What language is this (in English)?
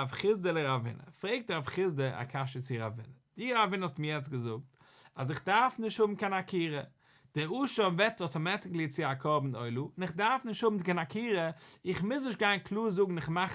Yiddish